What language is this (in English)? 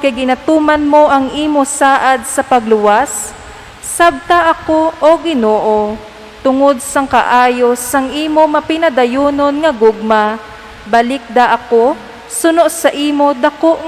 Hiligaynon